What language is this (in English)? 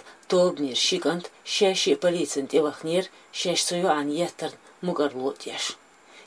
Chechen